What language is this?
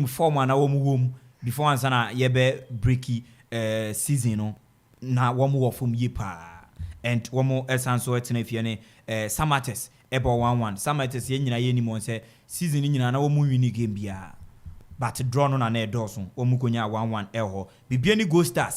Akan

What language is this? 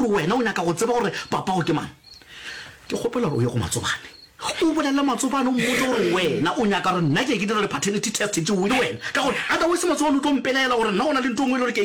Northern Sotho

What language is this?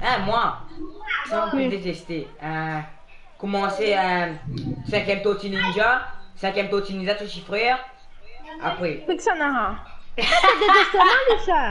Morisyen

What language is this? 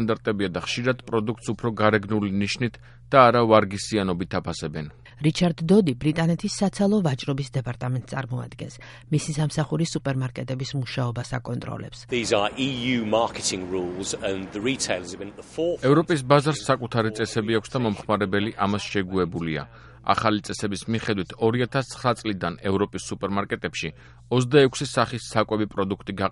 Georgian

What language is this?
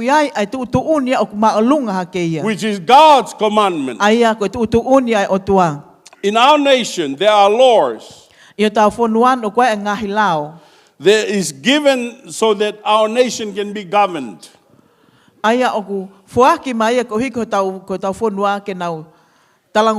Tongan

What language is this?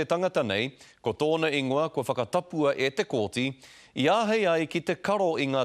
Māori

